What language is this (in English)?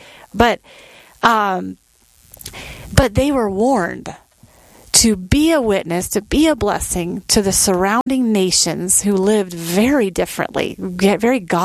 English